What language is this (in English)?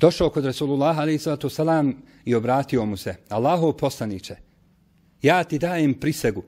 Bosnian